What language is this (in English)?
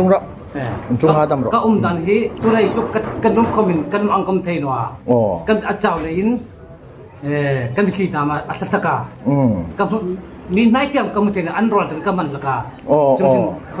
Hmar